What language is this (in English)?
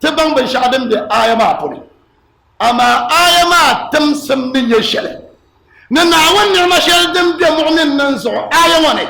Dagbani